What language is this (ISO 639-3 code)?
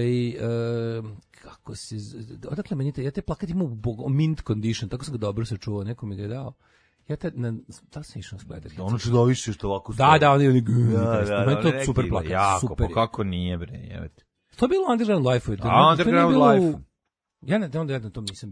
srp